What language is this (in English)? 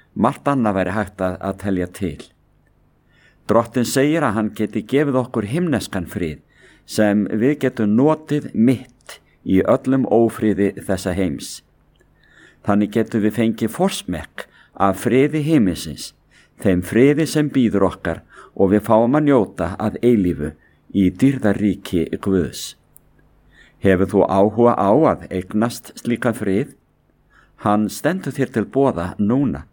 Icelandic